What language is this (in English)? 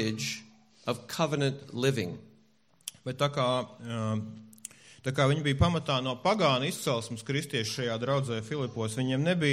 Latvian